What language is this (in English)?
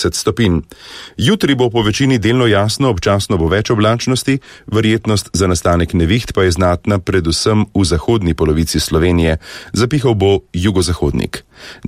Slovenian